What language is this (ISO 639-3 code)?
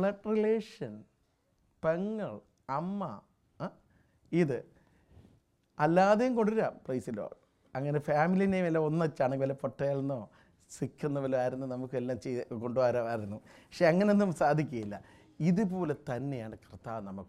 mal